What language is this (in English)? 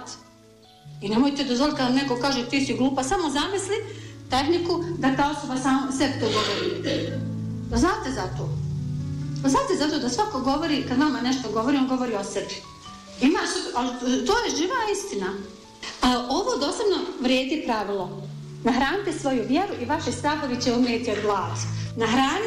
Bosnian